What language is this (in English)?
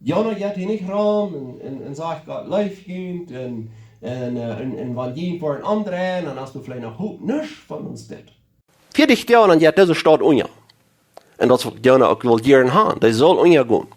Plautdietsch